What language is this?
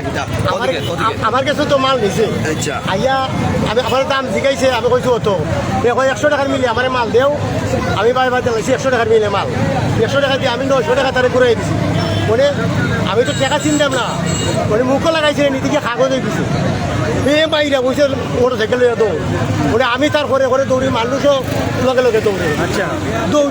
Sylheti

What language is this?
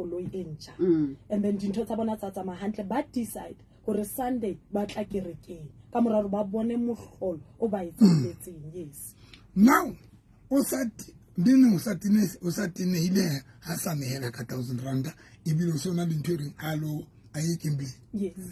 Southern Sotho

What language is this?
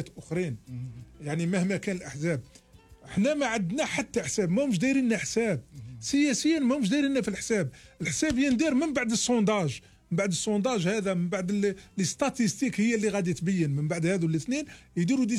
Algerian Arabic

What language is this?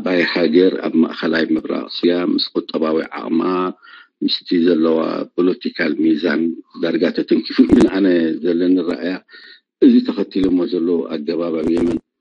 Tigrinya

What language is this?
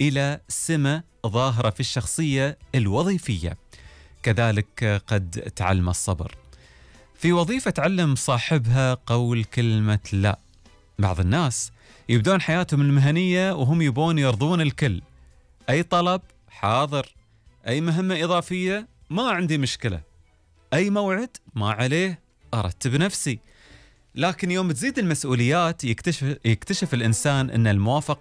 Gulf Arabic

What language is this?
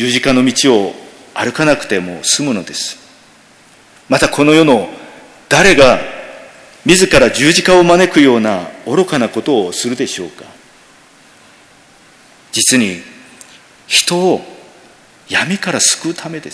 Japanese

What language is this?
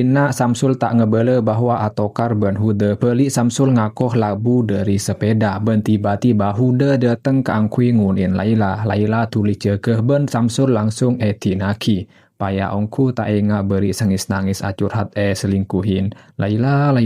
Madurese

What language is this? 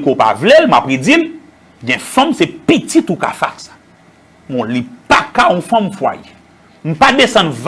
Haitian Creole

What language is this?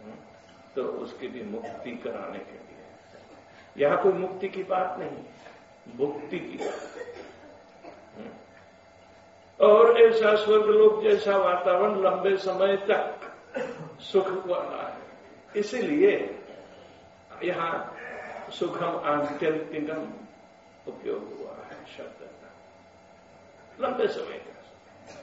Hindi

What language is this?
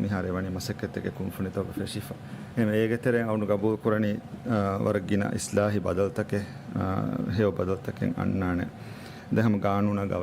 Divehi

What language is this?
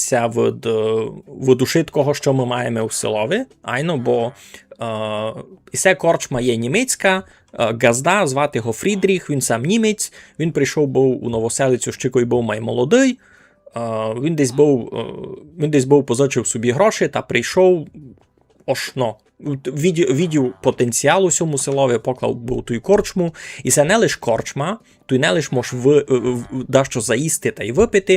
Rusyn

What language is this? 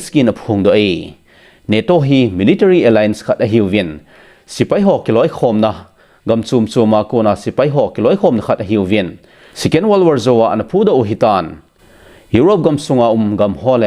Thado Chin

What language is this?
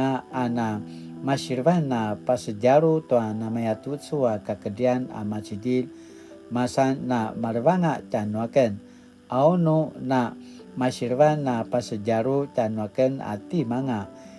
Paiwan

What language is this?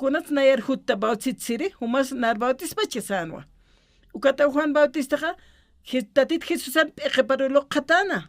Aymara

